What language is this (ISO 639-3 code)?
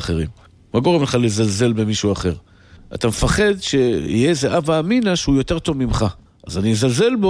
heb